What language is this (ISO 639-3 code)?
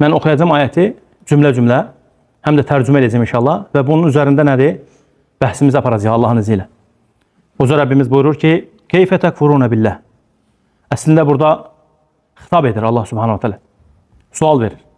aze